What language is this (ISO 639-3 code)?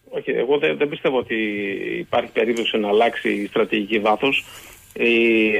ell